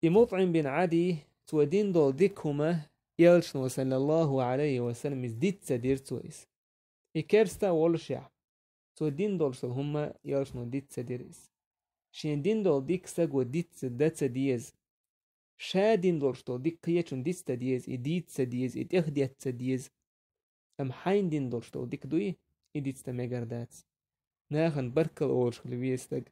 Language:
Chechen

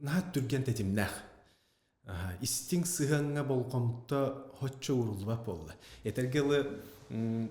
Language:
Yakut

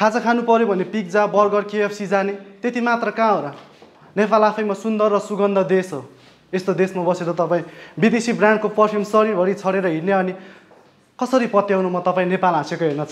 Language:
Nepali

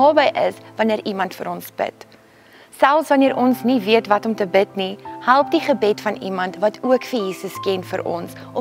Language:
Afrikaans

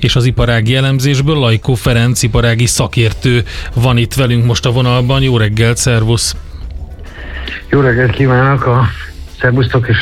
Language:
Hungarian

